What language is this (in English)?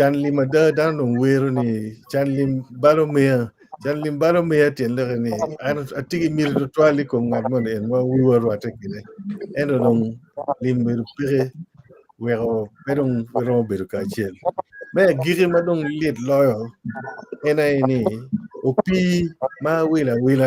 Acoli